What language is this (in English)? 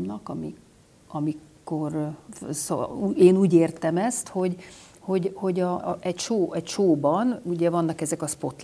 Hungarian